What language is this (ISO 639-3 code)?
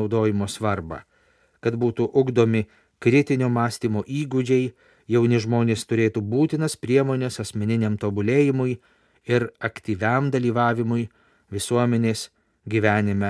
lit